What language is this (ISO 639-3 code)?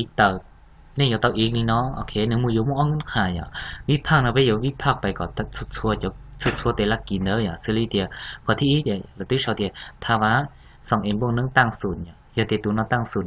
hmn